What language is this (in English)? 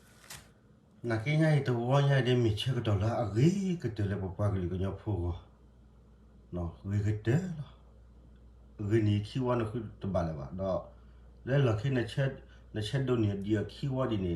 S'gaw Karen